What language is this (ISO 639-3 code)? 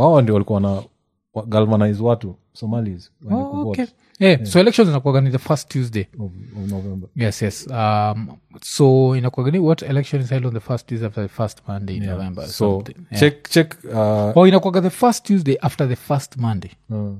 swa